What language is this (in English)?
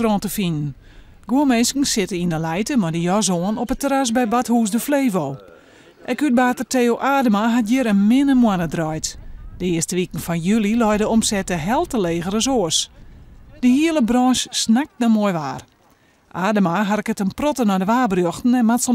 Western Frisian